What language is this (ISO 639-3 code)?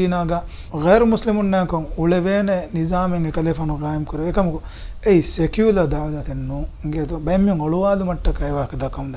div